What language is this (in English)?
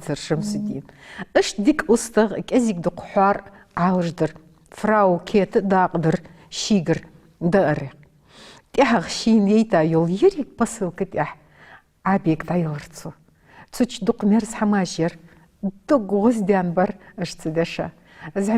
Ingush